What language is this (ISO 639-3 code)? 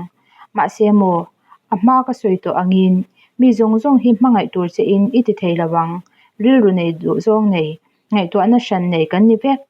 lus